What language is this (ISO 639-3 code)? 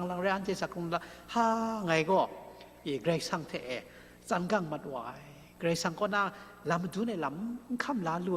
kac